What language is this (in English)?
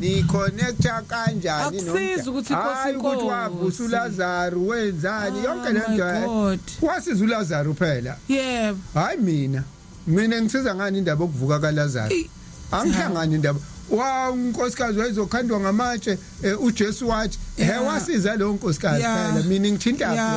Zulu